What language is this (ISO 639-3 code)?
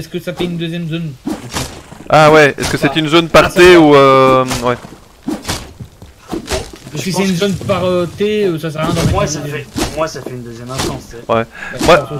fra